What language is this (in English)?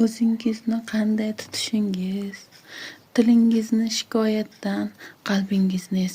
Uzbek